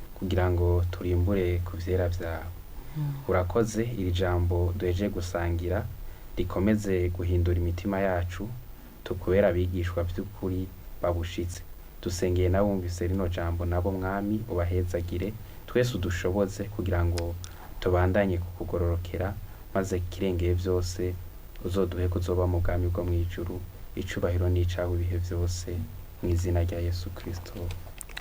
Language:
Rundi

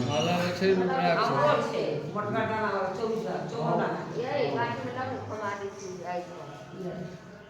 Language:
Maithili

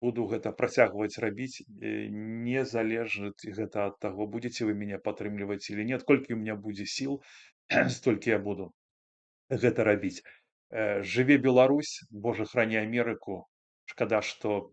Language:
Belarusian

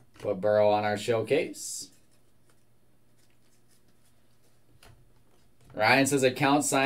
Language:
English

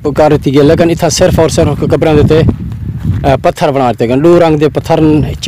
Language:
Saraiki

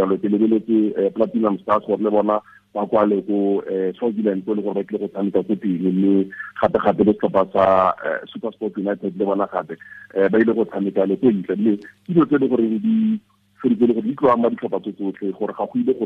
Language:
Tswana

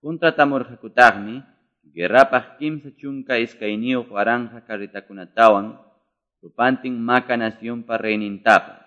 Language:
Quechua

